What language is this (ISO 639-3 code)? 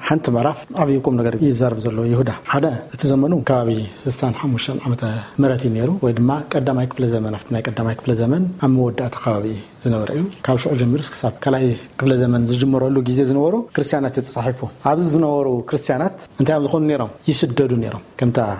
tir